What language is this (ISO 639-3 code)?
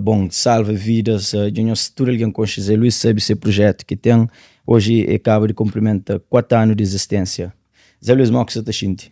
kea